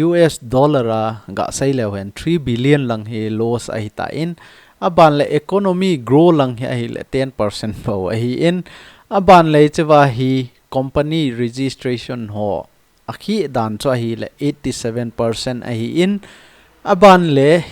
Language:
Thado Chin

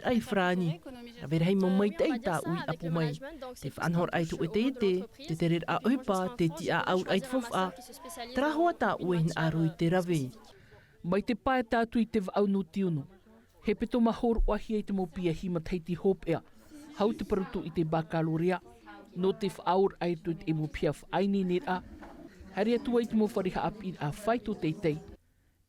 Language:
Tahitian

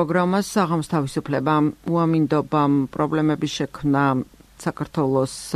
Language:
Georgian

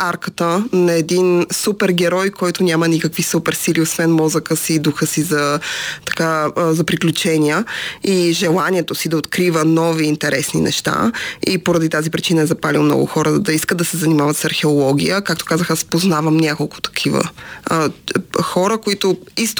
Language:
Bulgarian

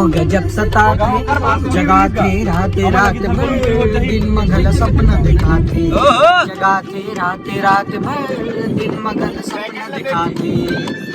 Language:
Chhattisgarhi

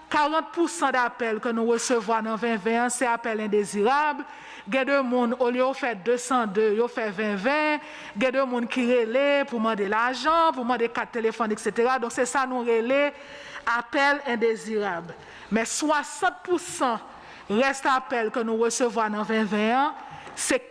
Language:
Haitian Creole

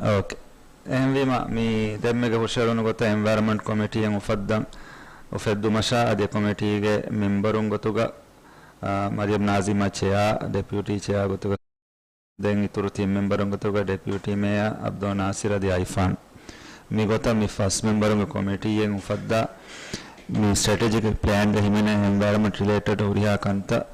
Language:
Divehi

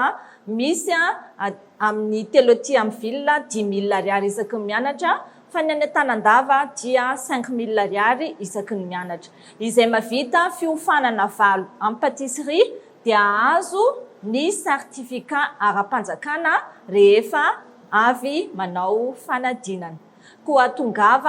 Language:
Malagasy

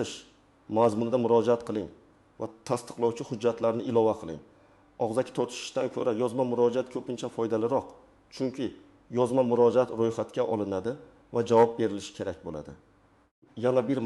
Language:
Uzbek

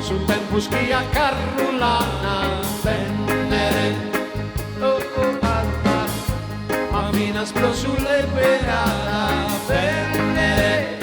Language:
Sardinian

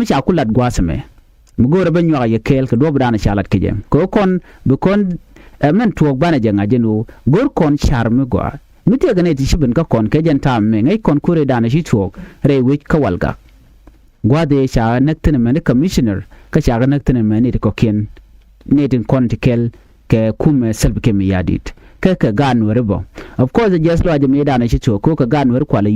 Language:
Nuer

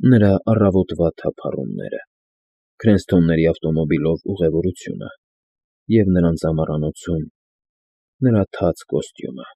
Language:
Armenian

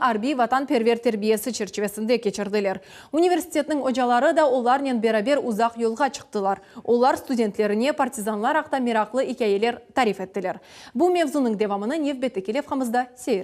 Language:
Crimean Tatar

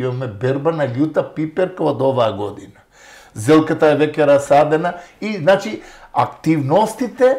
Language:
Macedonian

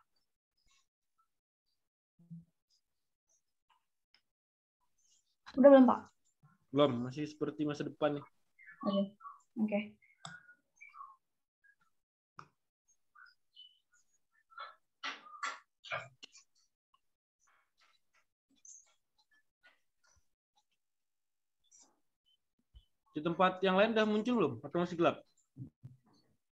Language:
Indonesian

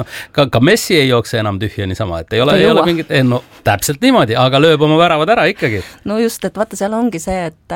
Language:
Estonian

